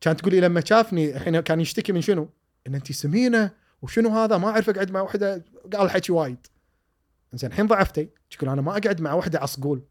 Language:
Gulf Arabic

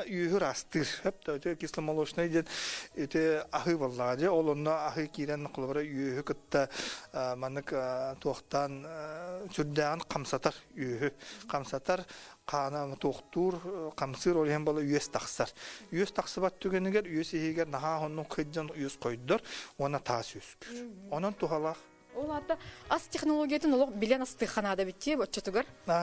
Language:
Yakut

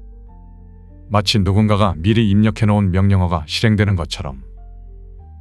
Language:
Korean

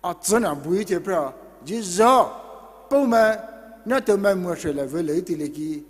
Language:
Poumei Naga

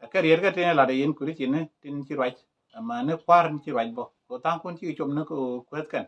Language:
Nuer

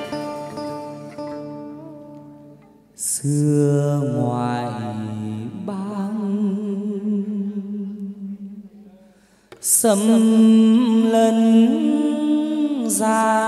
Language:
Vietnamese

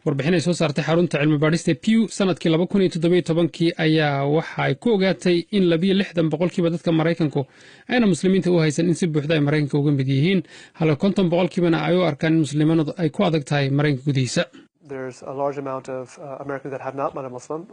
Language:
Somali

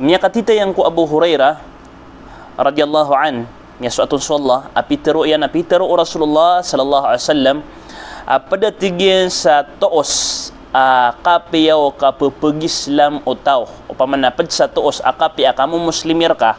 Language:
Maranao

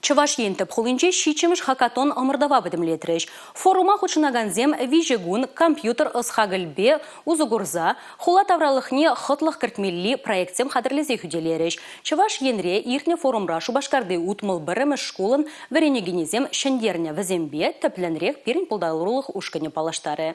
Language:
Chuvash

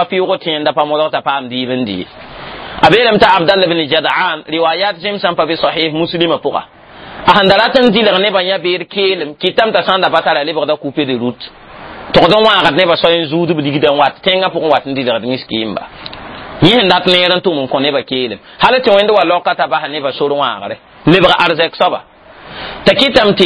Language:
Mossi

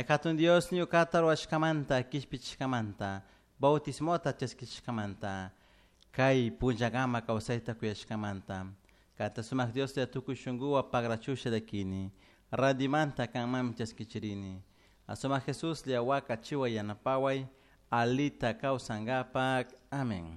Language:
Chimborazo Highland Quichua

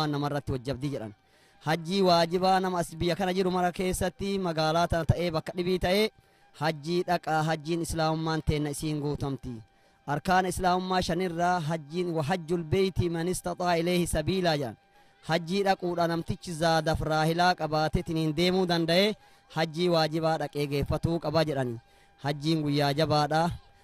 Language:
Oromo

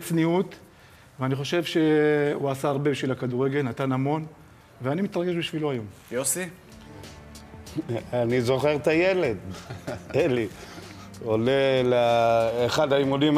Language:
Hebrew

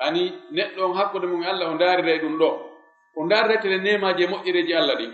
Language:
Fula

